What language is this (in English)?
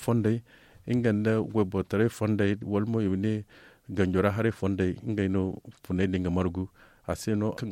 Zarma